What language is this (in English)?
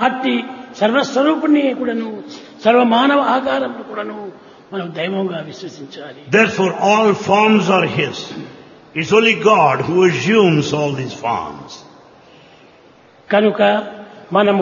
Telugu